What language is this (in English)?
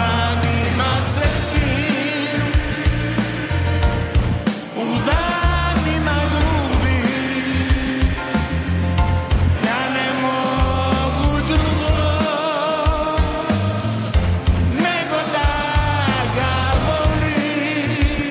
Serbian